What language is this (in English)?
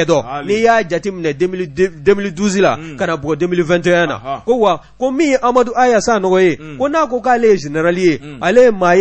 Bambara